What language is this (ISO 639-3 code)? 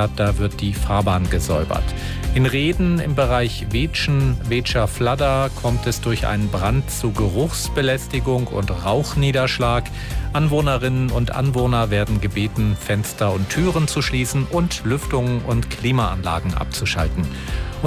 deu